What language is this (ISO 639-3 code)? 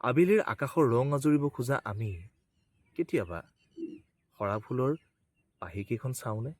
asm